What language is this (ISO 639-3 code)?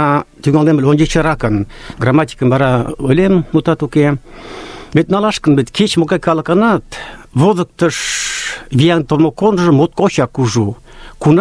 chm